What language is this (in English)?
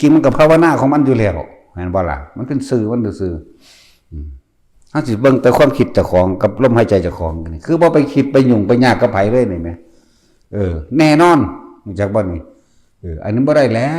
Northeastern Thai